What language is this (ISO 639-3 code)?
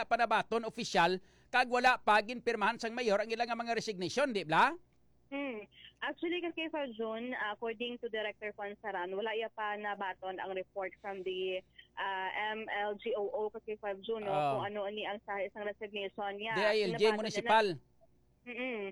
hil